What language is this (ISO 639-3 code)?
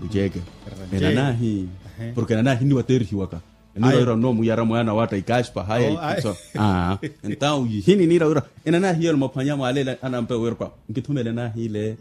vmw